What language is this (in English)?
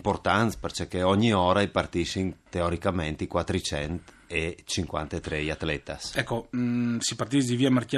Friulian